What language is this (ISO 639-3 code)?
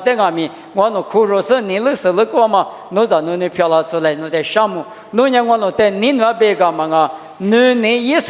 lis